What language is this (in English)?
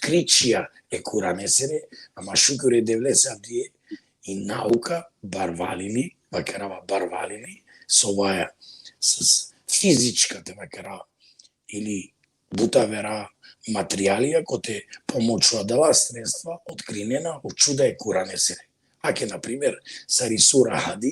Balkan Romani